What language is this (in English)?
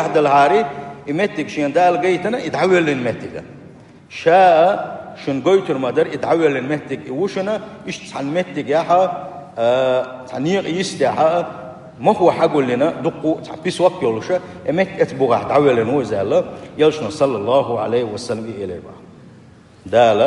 Chechen